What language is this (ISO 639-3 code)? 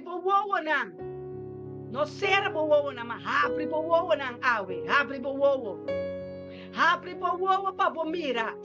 pap